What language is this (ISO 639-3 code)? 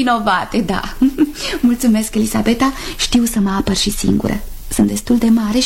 ron